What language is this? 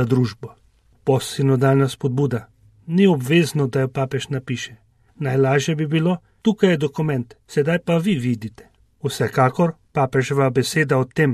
Slovenian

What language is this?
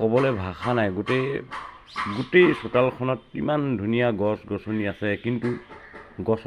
Assamese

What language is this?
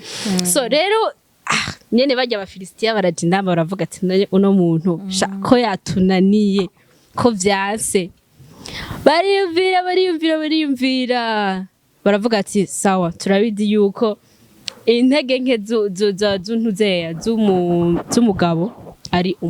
Rundi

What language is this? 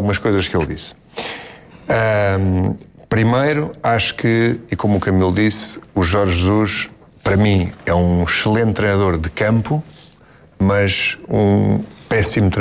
Portuguese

